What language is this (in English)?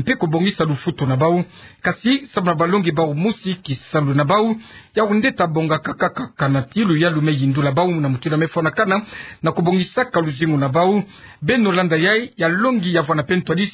Kituba (Democratic Republic of Congo)